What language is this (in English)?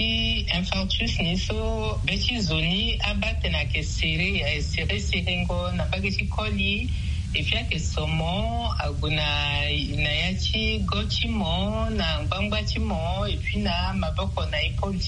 Sango